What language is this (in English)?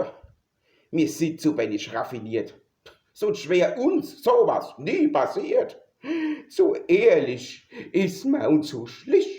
Palatine German